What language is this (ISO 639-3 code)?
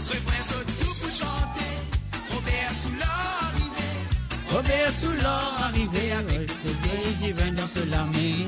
mfe